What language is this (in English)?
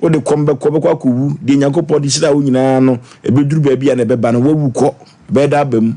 Akan